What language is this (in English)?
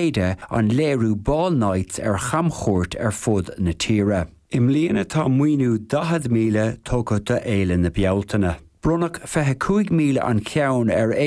Irish